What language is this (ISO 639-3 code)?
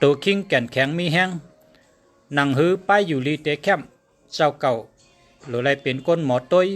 shn